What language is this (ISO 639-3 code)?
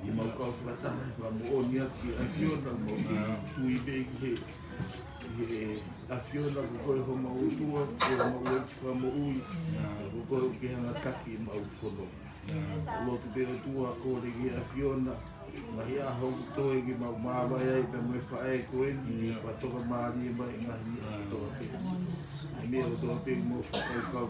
ton